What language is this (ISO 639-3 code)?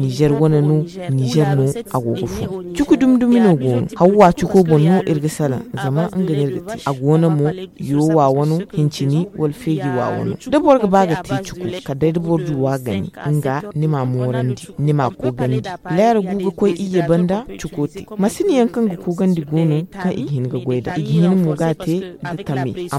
dje